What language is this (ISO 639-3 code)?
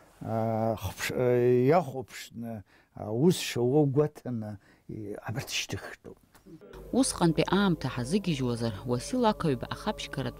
abk